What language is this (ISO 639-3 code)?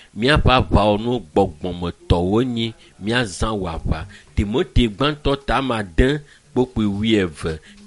ewe